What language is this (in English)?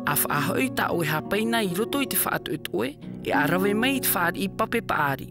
Tahitian